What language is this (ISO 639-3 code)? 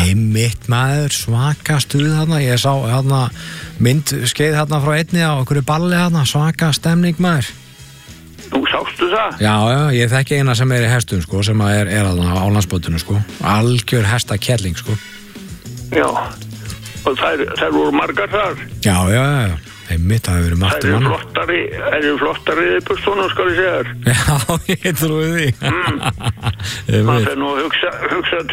isl